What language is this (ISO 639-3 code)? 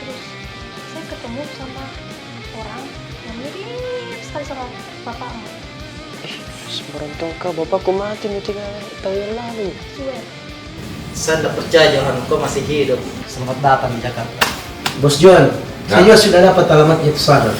mfp